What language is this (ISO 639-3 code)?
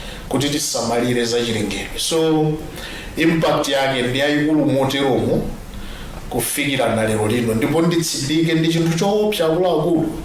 nya